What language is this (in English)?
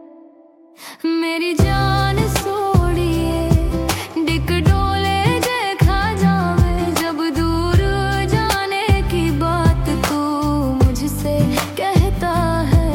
Hindi